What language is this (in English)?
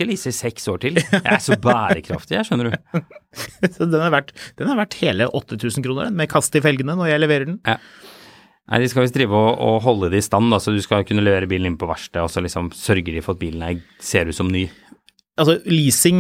Norwegian